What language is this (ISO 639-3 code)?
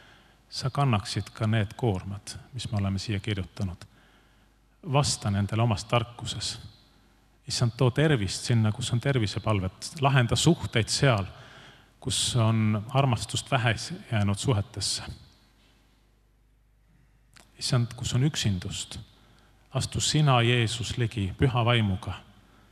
est